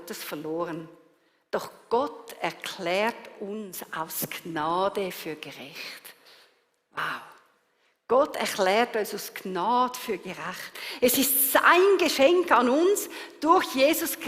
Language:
Swiss German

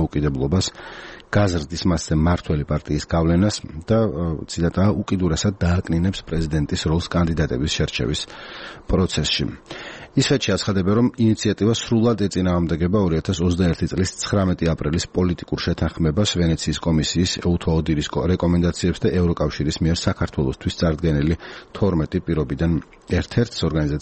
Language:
Georgian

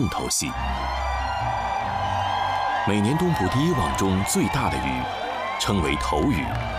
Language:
Chinese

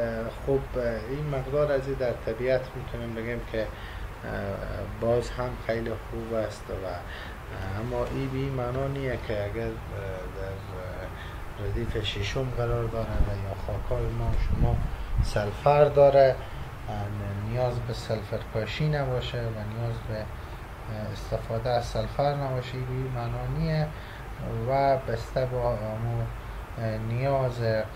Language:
Persian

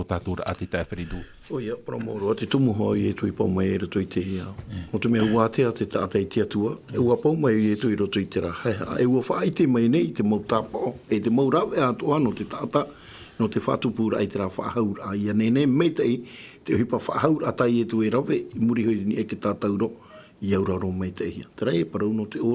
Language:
Tahitian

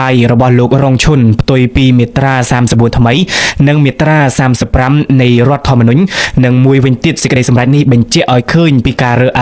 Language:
Khmer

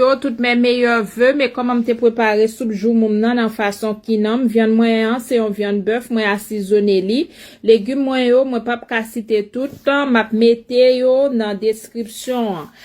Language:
Haitian Creole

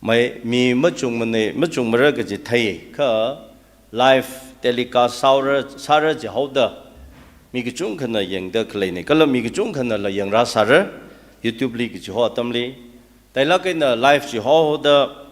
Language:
Tangkhul Naga (India)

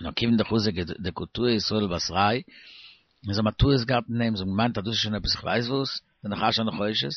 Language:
Yiddish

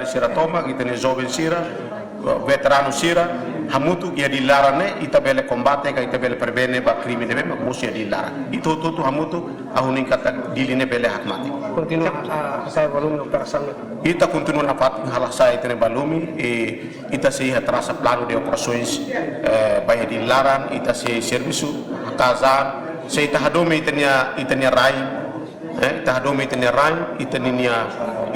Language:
Tetum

